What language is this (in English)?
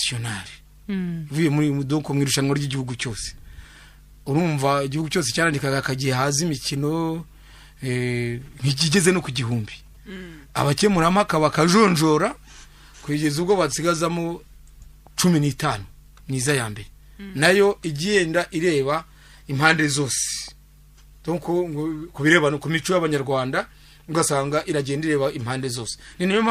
Kinyarwanda